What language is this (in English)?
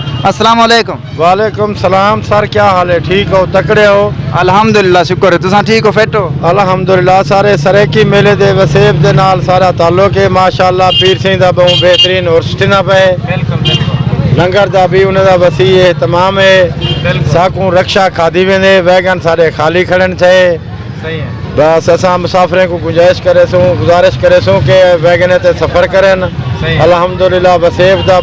Saraiki